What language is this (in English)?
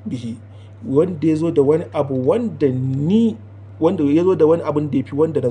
Hausa